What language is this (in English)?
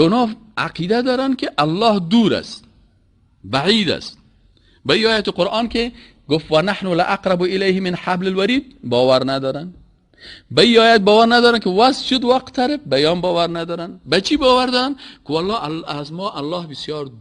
Persian